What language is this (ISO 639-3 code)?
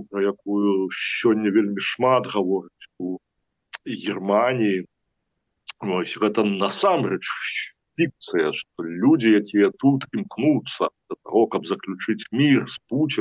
bel